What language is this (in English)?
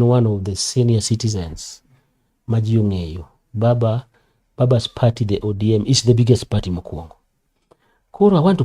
Luo (Kenya and Tanzania)